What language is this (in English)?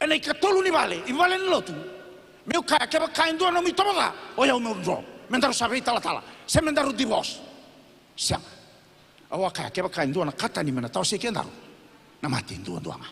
Fijian